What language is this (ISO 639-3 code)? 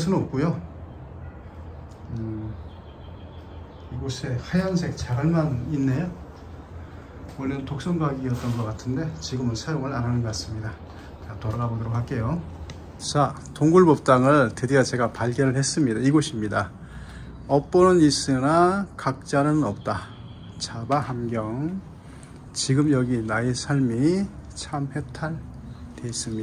kor